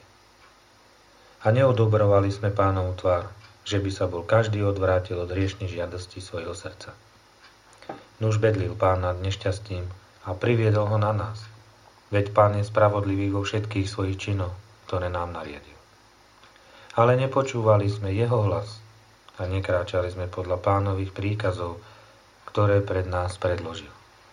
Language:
Slovak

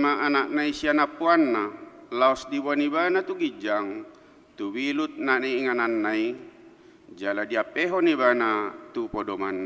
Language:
Batak Toba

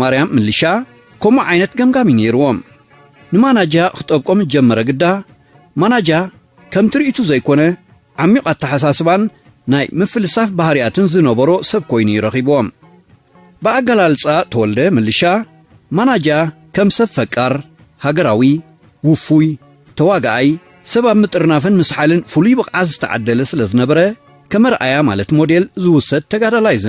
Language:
Tigrinya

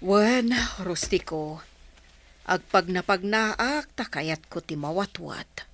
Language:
Iloko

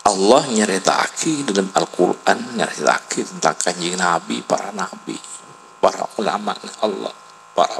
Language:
Madurese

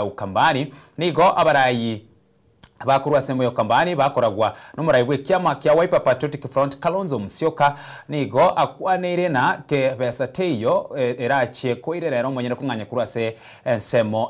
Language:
Gusii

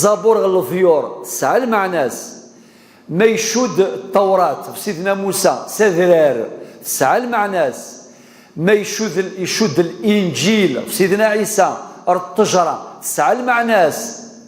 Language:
Kabyle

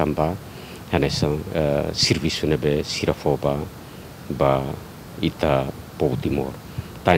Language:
Tetum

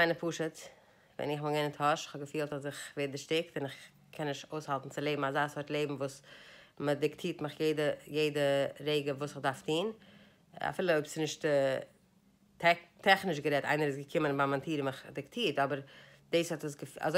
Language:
Yiddish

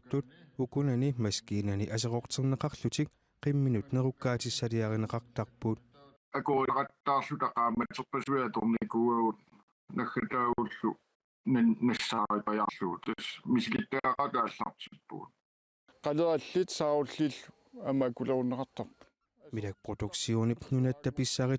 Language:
Kalaallisut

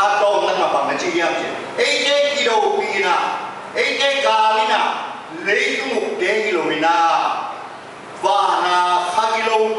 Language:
Tedim Chin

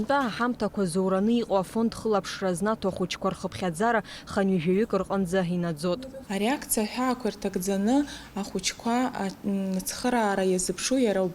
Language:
Abkhazian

